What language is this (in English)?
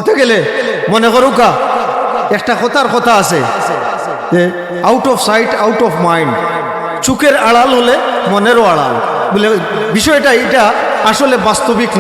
Sylheti